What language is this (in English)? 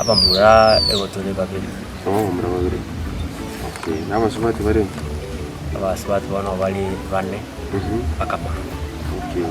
Gusii